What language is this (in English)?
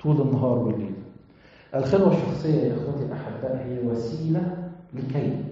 Egyptian Arabic